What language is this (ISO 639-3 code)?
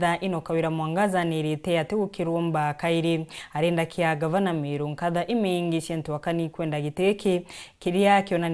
mer